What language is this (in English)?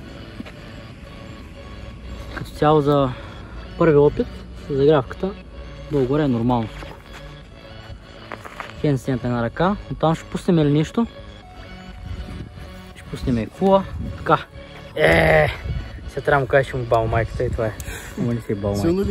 Bulgarian